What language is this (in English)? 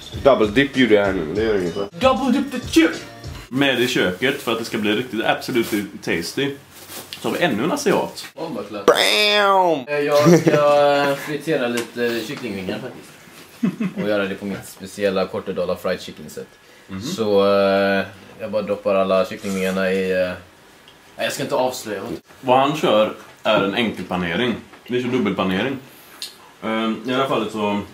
Swedish